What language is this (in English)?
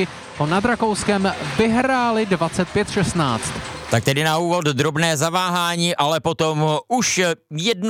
Czech